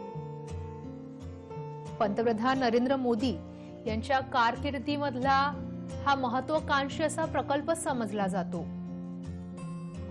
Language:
Marathi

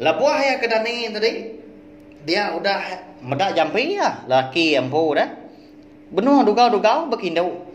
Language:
Iban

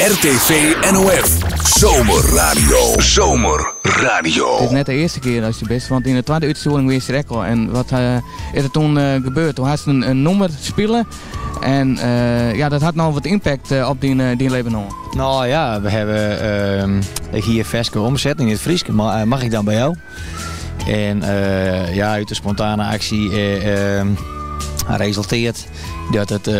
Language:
Western Frisian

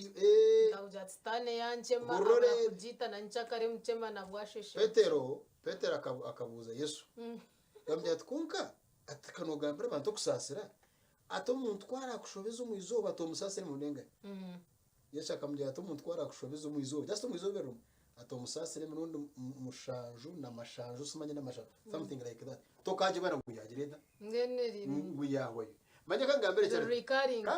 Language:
Nyankole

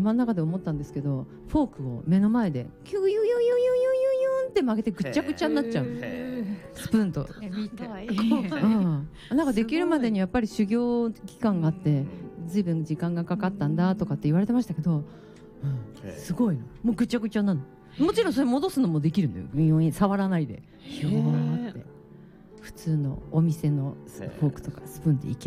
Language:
Japanese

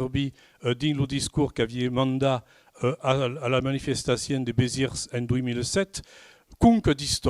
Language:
Occitan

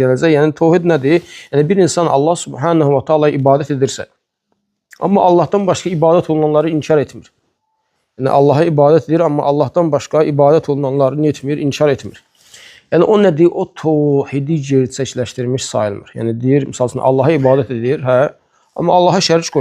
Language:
Azerbaijani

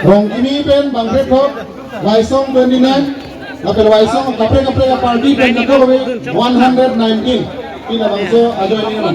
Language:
Karbi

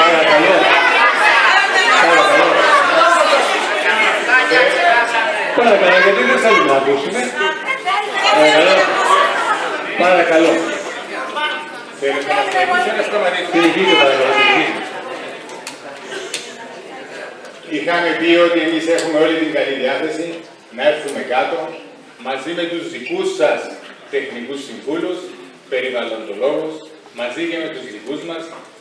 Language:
Greek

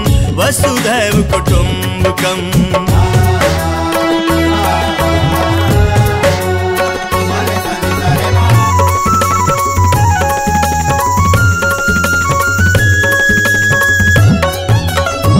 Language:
Bhojpuri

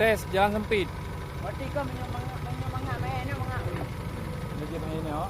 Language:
Achinese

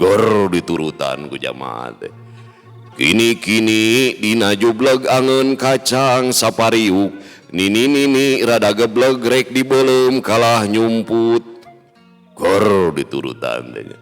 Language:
Sundanese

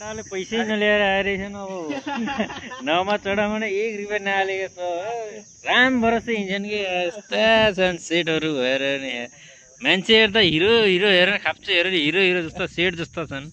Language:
Nepali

